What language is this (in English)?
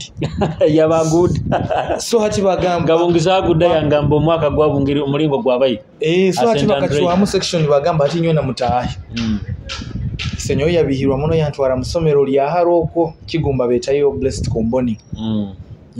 Nyoro